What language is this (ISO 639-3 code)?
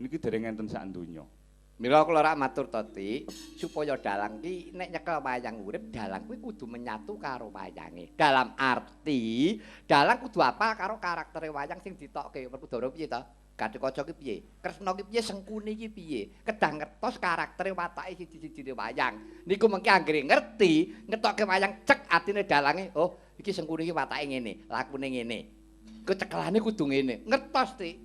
jav